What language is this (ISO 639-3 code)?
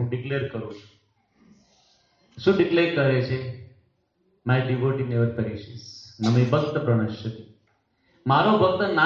guj